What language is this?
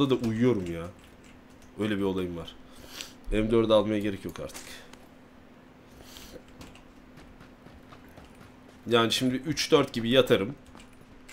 Turkish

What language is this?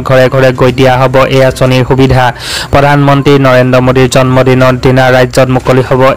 Assamese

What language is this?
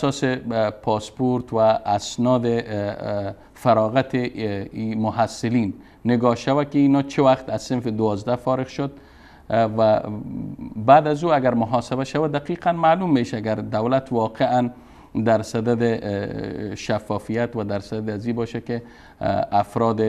Persian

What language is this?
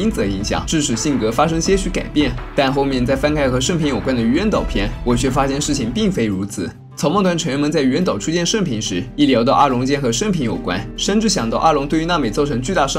Chinese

